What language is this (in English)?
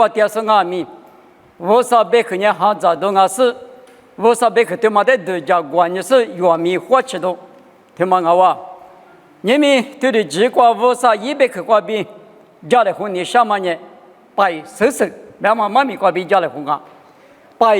Lisu